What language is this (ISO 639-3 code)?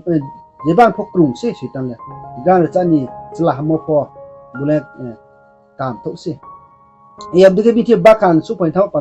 ria